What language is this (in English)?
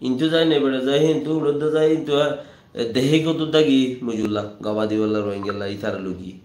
Rohingya